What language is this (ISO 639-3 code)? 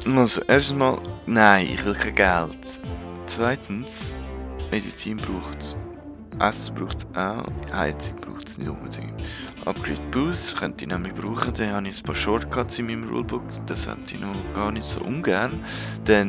gsw